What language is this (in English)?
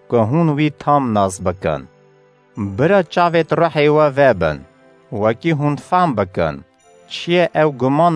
Kurdish